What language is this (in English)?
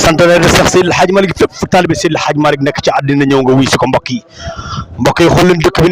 Wolof